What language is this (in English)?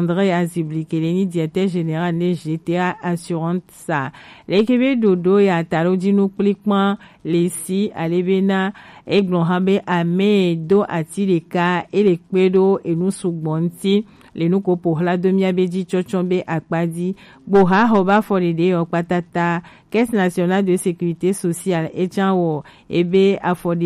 Gen